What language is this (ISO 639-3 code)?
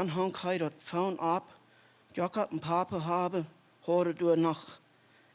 pdt